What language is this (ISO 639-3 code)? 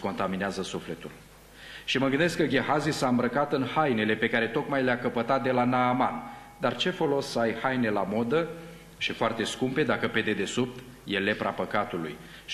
ron